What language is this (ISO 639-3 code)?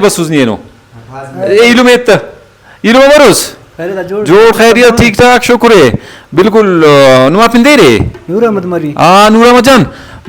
brh